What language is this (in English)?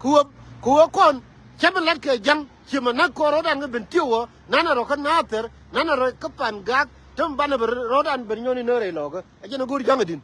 Nuer